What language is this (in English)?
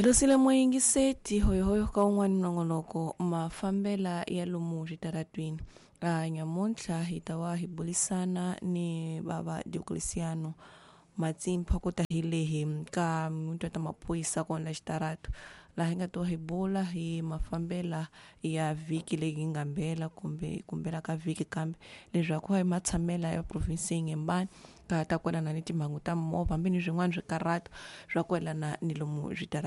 Tsonga